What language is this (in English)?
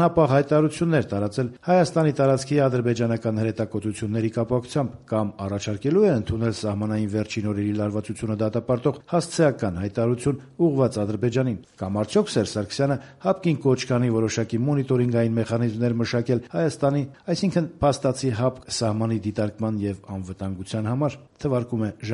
Armenian